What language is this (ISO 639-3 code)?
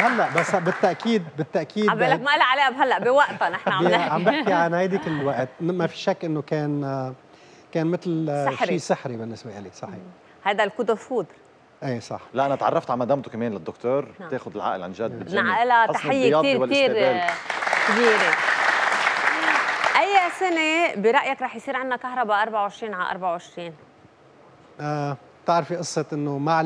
apc